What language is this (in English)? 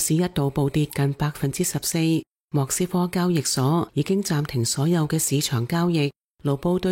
Cantonese